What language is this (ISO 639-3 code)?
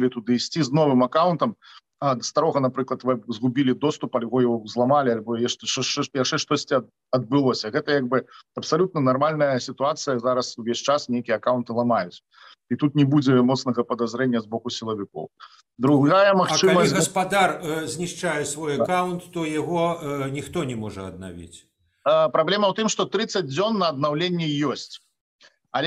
bel